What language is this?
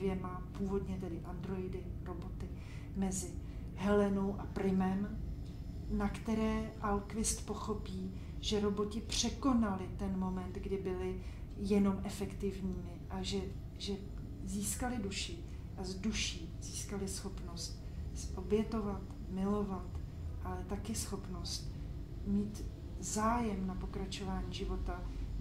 Czech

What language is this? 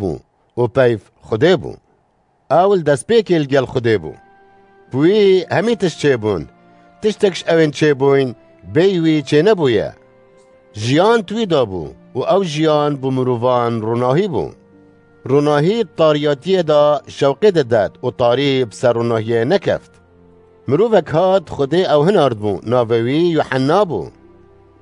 Kurdish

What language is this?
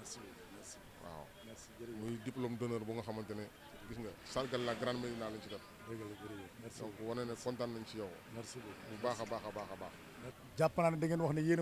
Wolof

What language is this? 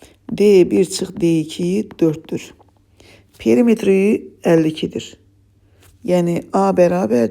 Azerbaijani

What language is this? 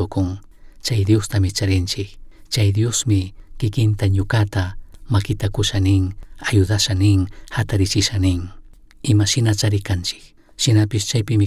Chimborazo Highland Quichua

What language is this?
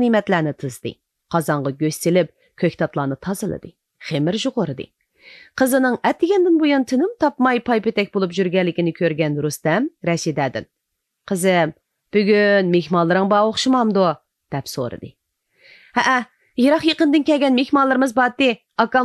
Uyghur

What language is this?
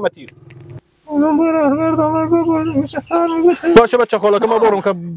Persian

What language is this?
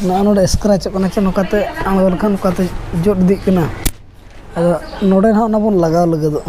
Santali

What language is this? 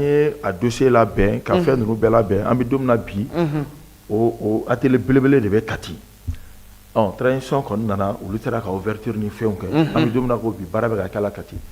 Bambara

